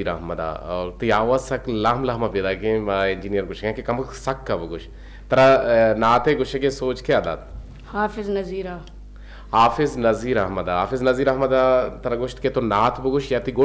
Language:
Eastern Balochi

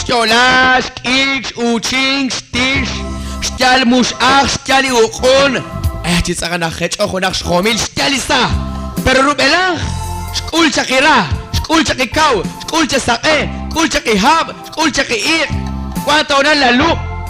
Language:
Kekchí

